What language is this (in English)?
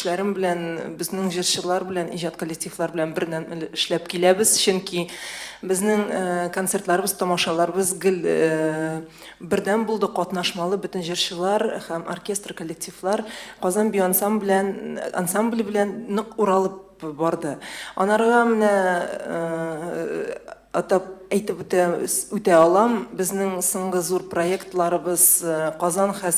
Tatar